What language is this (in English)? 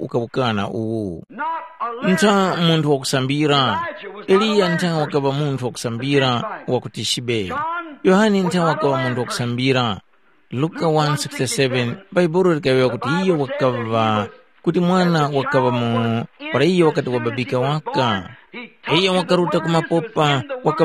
Tumbuka